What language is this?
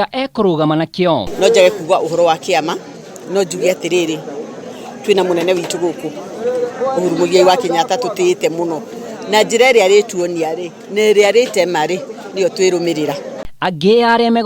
Kikuyu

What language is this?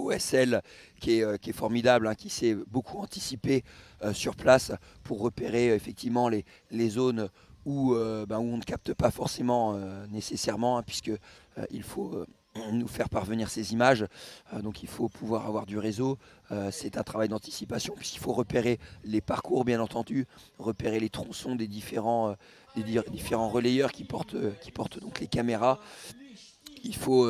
French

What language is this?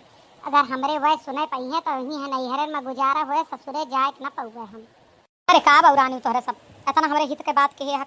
Awadhi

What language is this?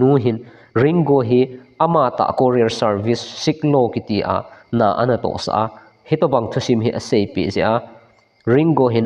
Thado Chin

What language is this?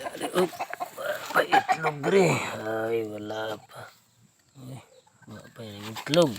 Cebuano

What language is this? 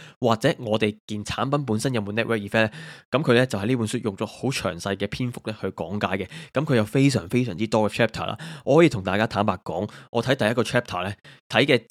Cantonese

